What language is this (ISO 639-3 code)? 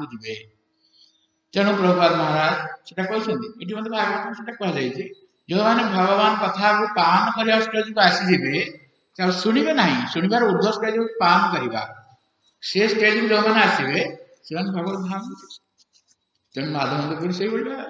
ori